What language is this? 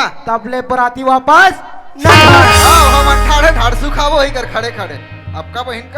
Chhattisgarhi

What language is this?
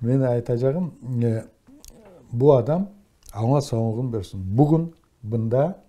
Crimean Tatar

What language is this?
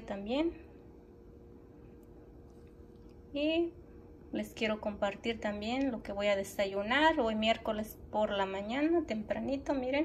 Spanish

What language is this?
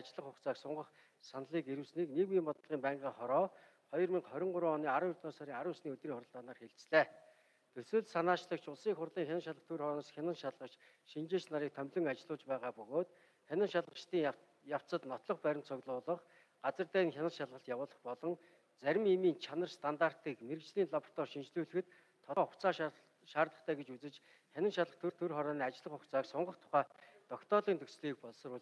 Mongolian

